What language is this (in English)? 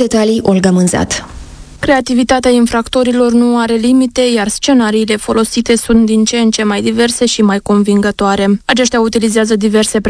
Romanian